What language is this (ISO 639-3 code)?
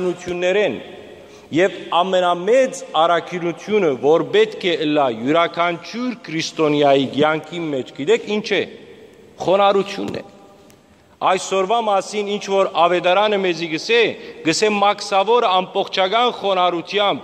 hyw